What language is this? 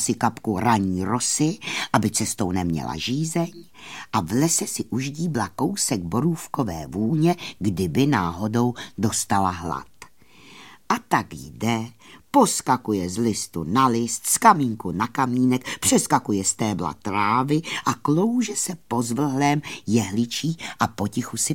Czech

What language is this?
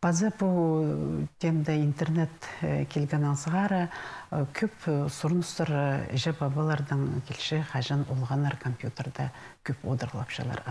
Khakas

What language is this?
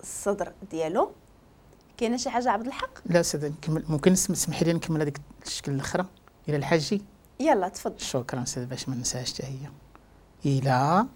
Moroccan Arabic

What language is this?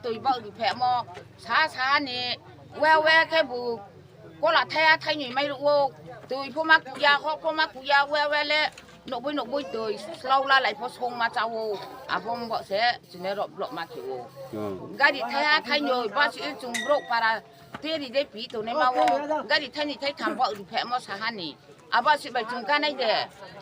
Riang (India)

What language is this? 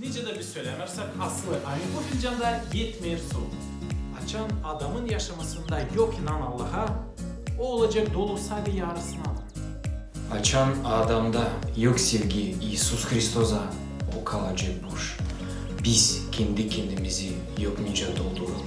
Gagauz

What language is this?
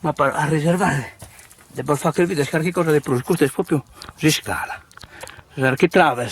Sardinian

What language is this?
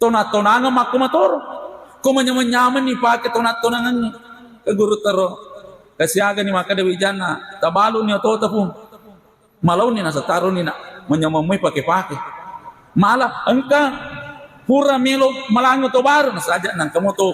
Buginese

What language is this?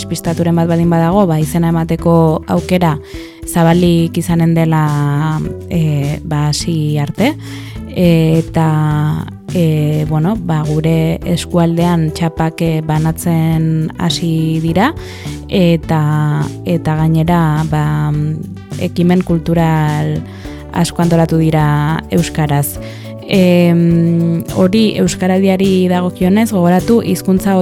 Basque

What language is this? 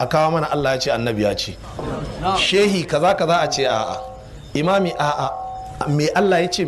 Hausa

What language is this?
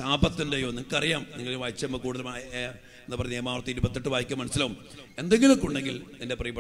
Malayalam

